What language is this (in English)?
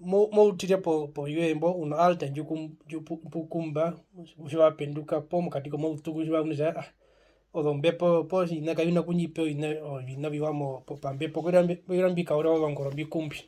Herero